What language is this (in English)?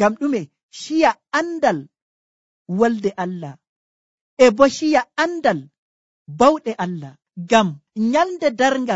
Nigerian Fulfulde